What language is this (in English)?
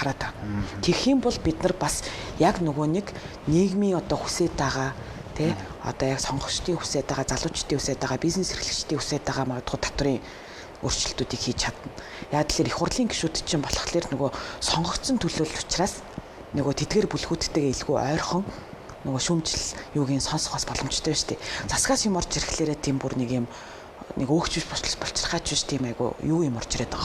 Mongolian